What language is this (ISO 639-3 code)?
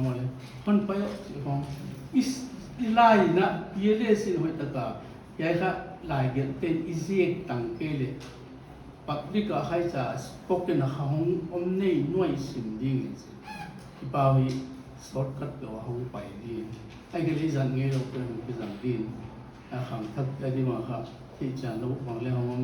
pck